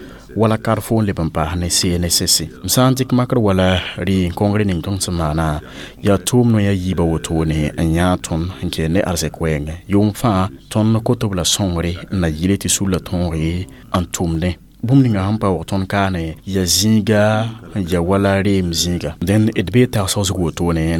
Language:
Mossi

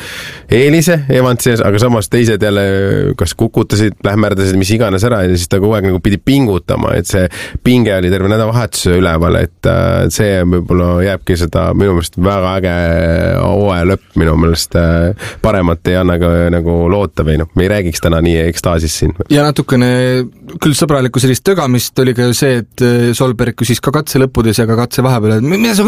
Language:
Estonian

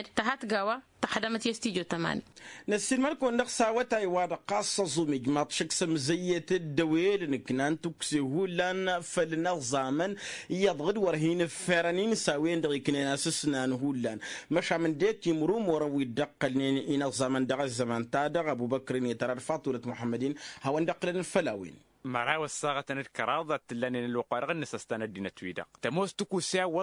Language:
Tamasheq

